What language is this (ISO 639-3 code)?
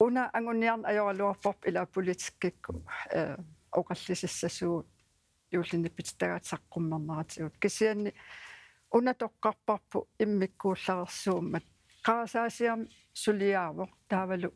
kal